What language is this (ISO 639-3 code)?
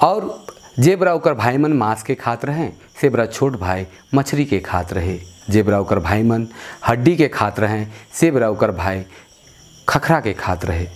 sck